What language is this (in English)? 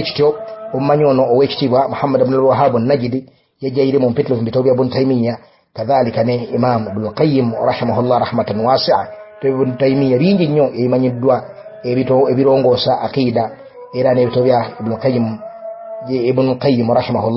Ganda